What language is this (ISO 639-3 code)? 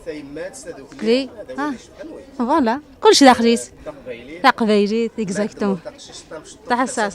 kab